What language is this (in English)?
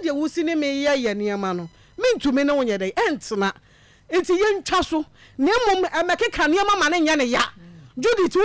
Akan